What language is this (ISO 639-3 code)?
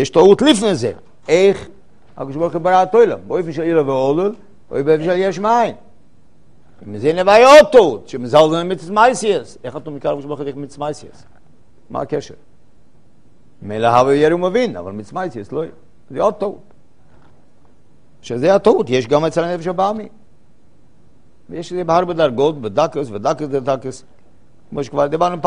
heb